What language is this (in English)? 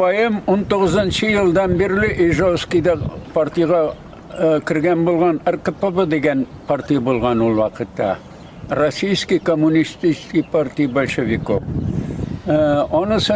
Tatar